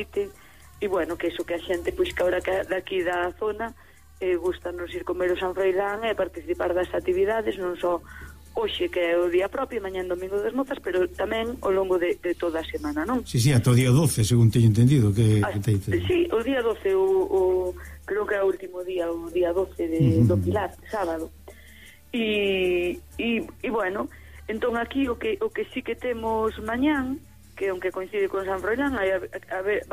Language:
Galician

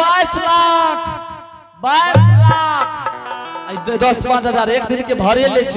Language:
Angika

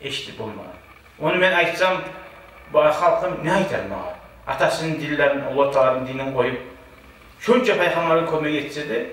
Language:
Kumyk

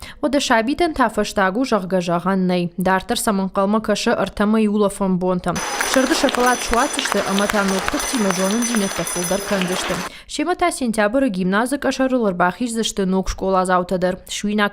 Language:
Ossetic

